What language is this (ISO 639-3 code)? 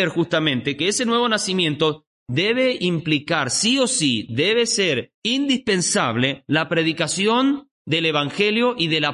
spa